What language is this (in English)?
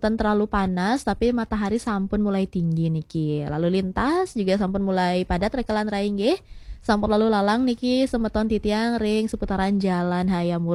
Balinese